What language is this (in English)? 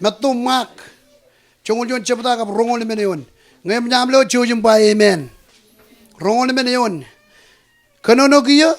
Marshallese